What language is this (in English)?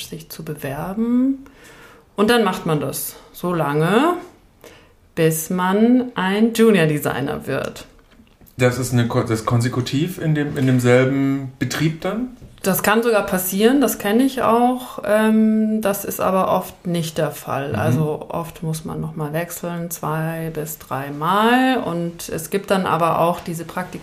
German